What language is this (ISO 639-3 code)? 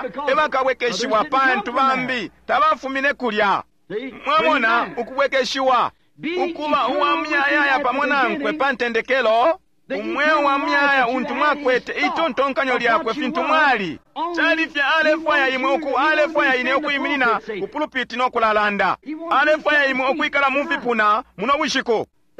bem